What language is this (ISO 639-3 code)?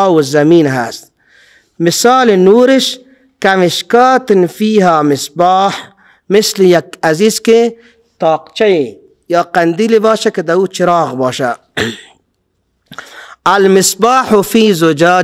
fas